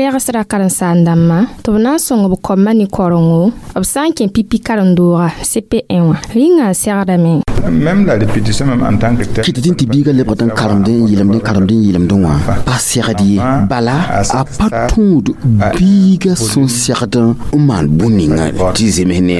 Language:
Mossi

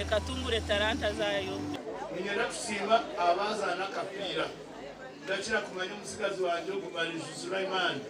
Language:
Nyankole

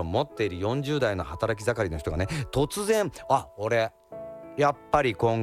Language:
Japanese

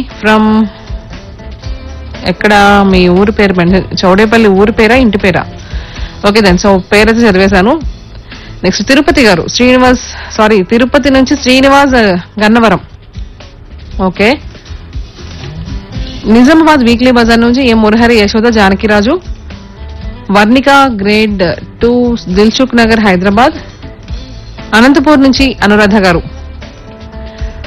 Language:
Telugu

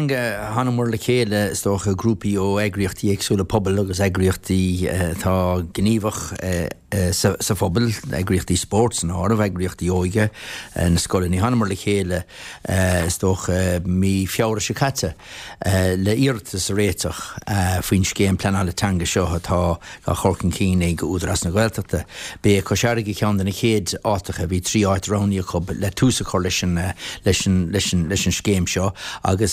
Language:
Irish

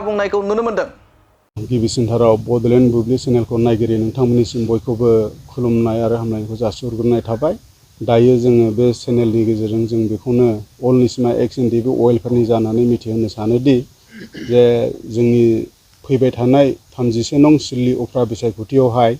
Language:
Bodo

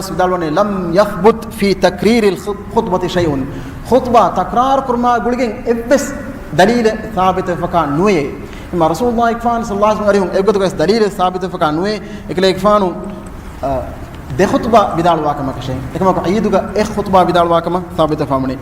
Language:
Divehi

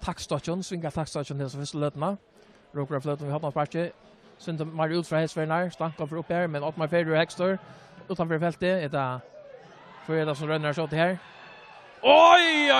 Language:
Faroese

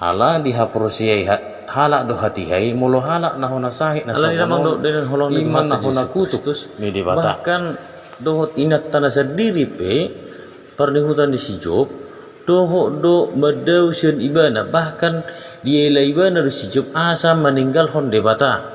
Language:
Batak Toba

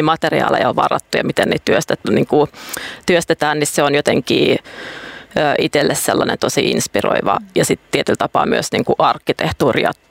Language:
Finnish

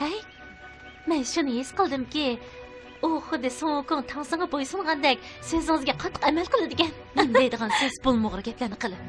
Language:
Uyghur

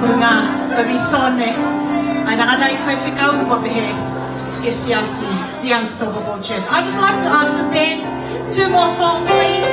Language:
Tongan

